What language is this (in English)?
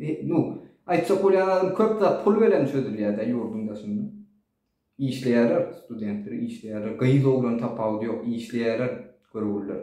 Turkmen